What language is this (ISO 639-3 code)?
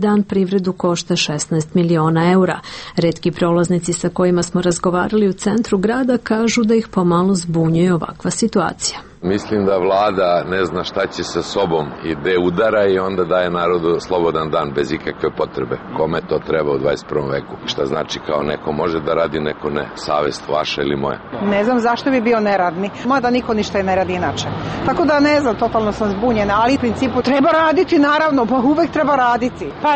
srp